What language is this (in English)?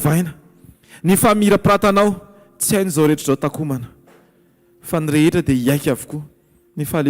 Malagasy